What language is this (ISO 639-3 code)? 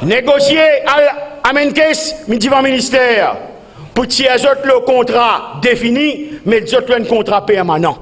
mfe